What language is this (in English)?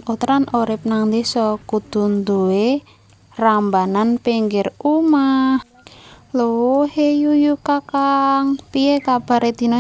Javanese